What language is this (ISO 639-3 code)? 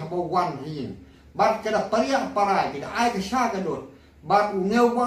kha